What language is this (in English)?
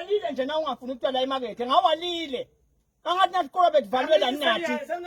Swati